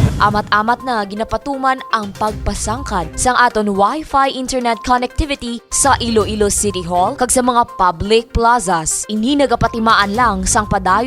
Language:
Hiligaynon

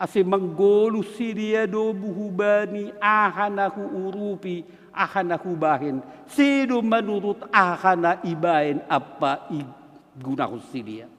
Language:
Batak Simalungun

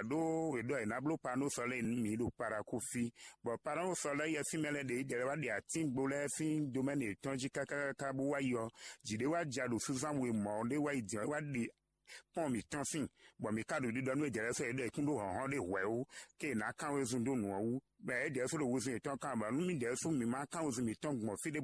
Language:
Fon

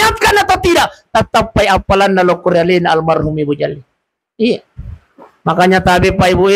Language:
Buginese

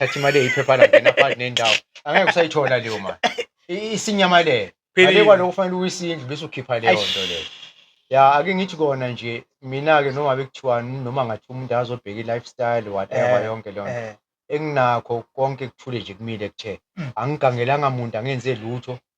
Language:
Zulu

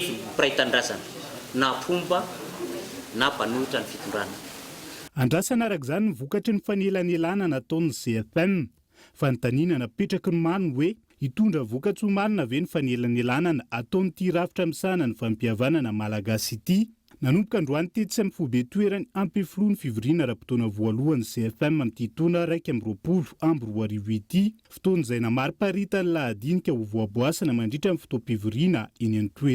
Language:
Malagasy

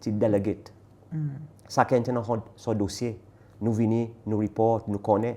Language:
Seselwa Creole French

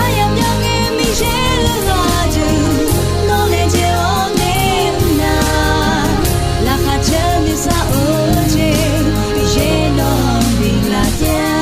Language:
Akha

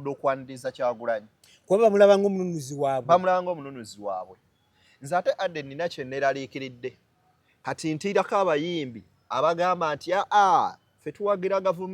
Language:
Ganda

